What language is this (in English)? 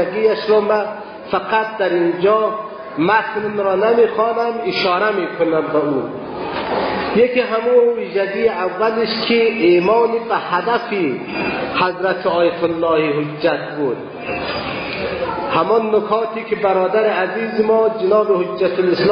Persian